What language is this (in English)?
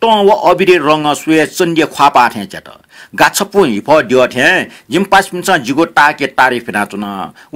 Newari